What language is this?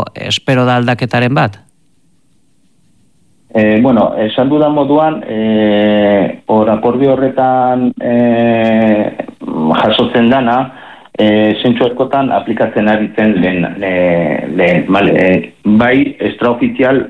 Basque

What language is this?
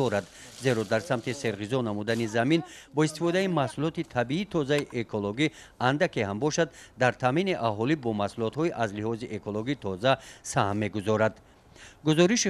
Tajik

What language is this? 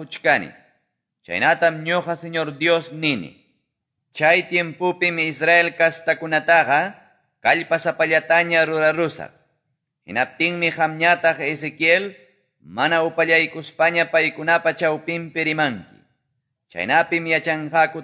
Quechua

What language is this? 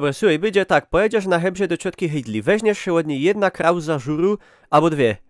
Silesian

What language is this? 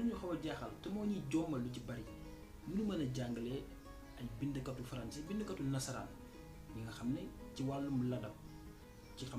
Wolof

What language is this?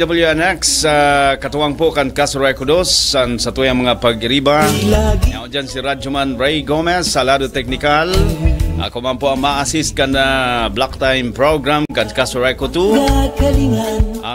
Bikol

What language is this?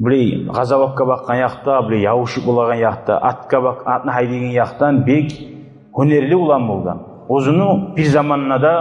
Kumyk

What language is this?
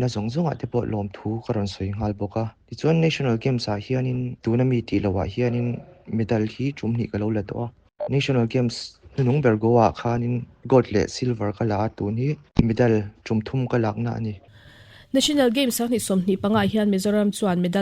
Mizo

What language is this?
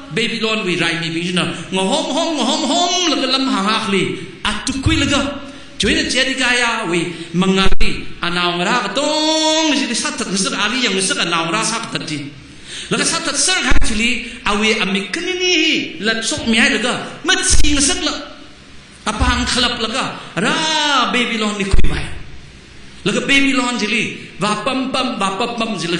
Tangkhul Naga (India)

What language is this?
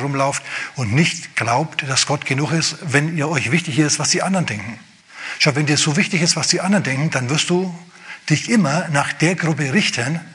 German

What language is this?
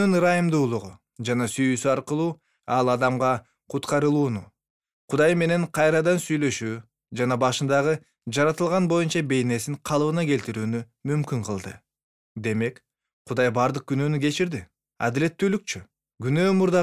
Kyrgyz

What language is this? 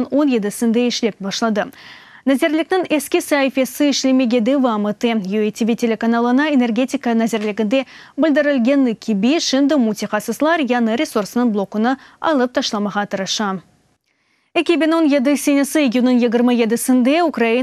Crimean Tatar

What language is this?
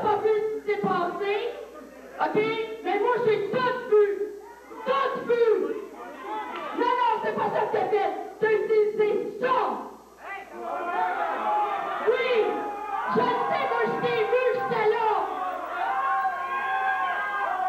French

